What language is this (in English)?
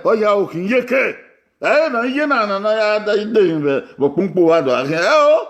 Bini